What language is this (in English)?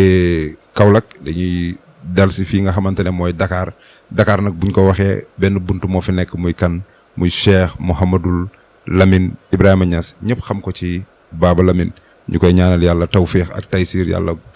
Wolof